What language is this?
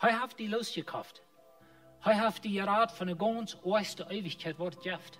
Plautdietsch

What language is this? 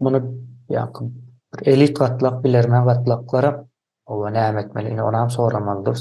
Turkmen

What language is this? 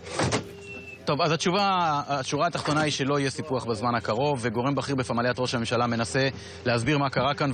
Hebrew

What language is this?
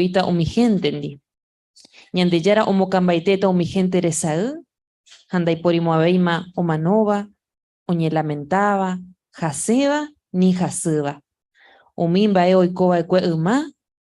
Guarani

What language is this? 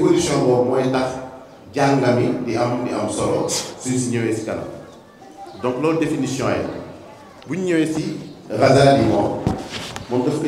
Wolof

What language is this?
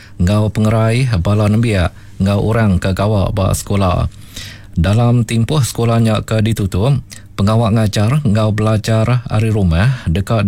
Iban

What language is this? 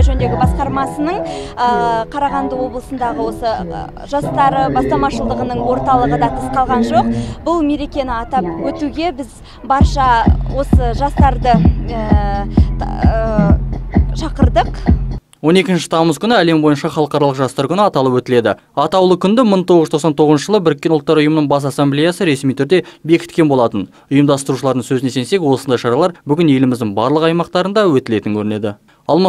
Kazakh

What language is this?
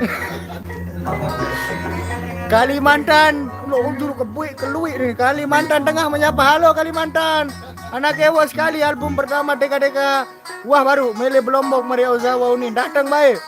Sasak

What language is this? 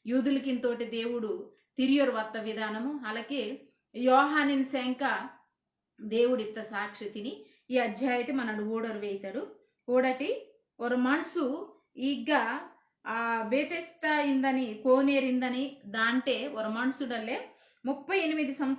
Koya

